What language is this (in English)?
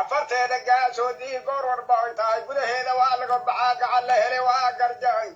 Somali